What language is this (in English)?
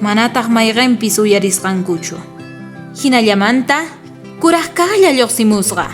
South Bolivian Quechua